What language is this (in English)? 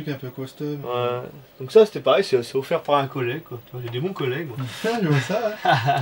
French